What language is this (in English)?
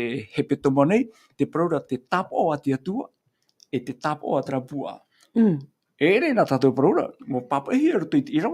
Tahitian